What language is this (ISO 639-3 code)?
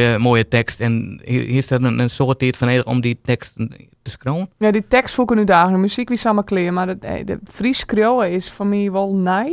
fry